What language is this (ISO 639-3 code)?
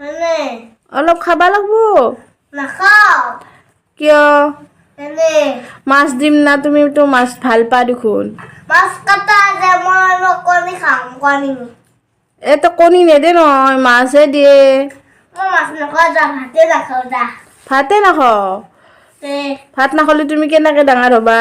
asm